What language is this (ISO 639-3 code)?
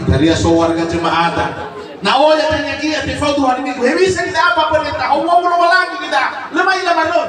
nia